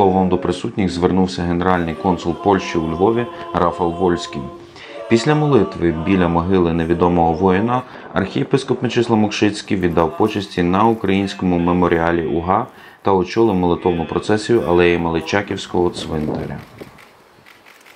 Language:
Ukrainian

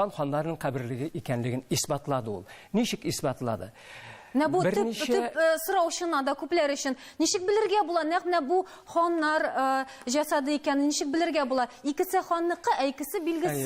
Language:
Tatar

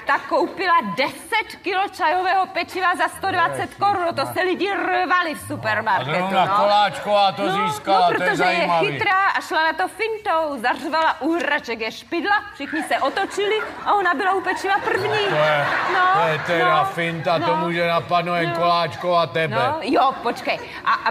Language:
Czech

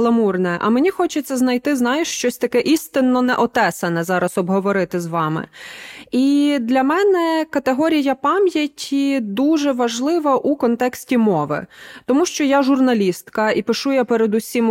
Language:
Ukrainian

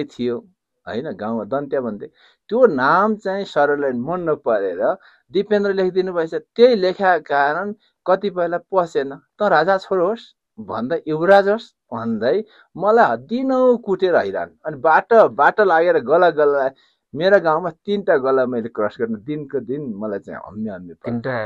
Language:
Nepali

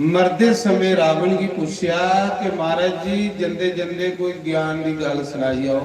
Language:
Dogri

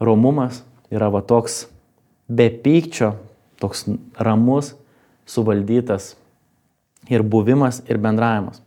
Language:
Lithuanian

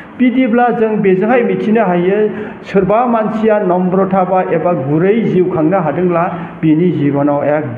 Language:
Bodo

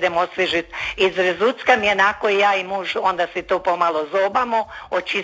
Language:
Croatian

